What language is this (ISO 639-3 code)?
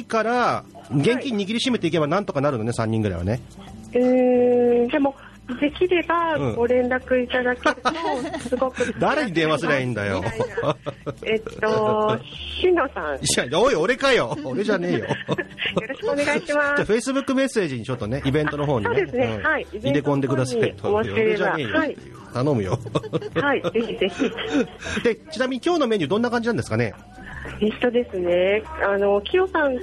jpn